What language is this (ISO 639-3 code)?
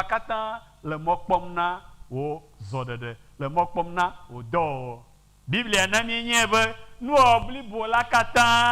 ewe